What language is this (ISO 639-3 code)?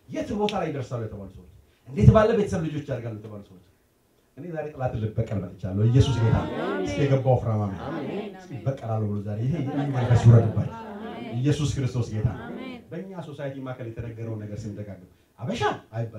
amh